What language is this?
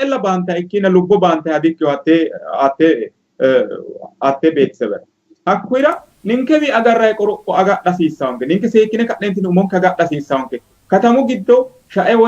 Sidamo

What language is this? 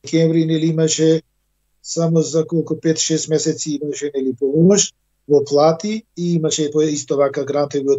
Macedonian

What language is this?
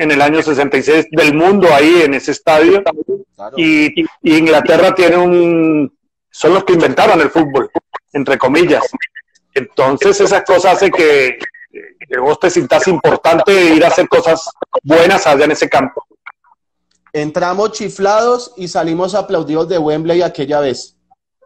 Spanish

